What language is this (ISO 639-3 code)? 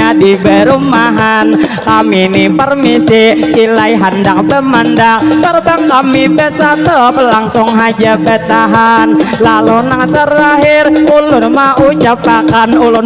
bjn